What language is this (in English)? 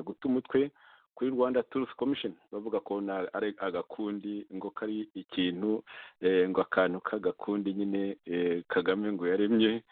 Kinyarwanda